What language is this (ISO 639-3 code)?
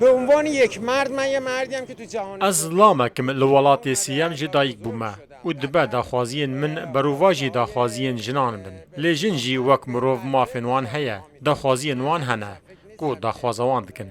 kur